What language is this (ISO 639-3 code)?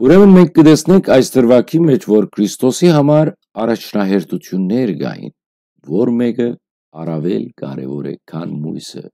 hyw